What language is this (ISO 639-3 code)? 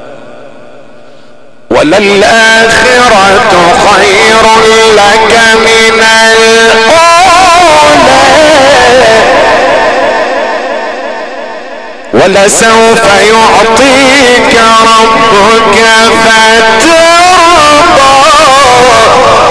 ara